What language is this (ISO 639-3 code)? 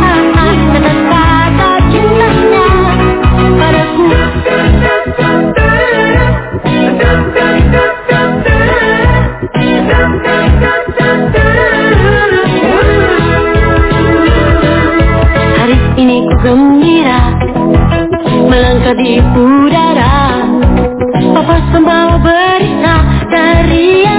ind